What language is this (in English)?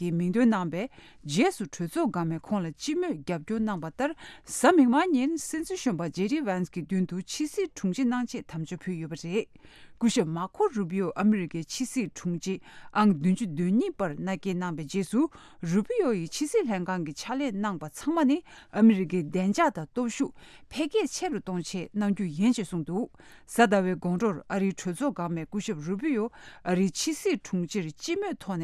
Tibetan